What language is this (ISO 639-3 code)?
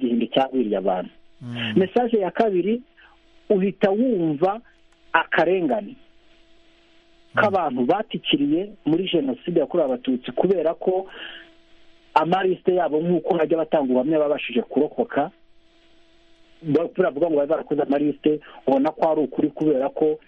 kin